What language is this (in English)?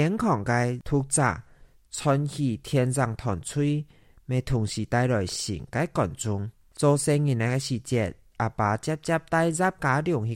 Hakka Chinese